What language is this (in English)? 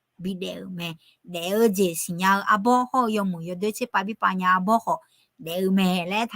Akha